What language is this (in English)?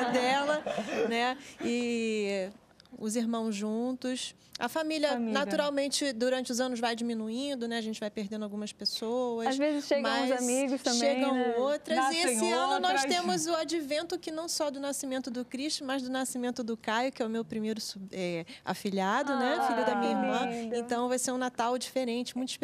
Portuguese